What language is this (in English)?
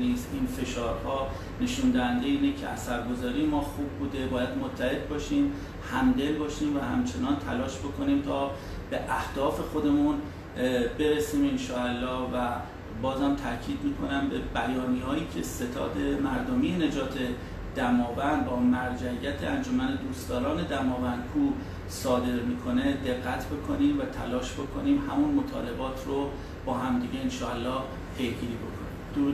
Persian